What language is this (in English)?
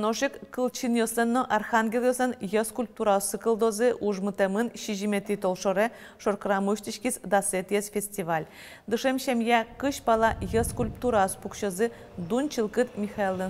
Udmurt